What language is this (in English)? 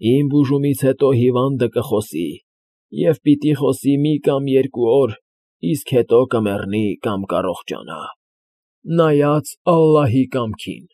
Armenian